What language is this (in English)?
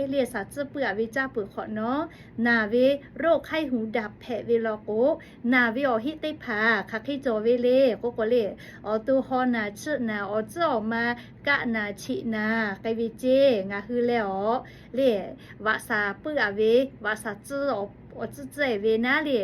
Lahu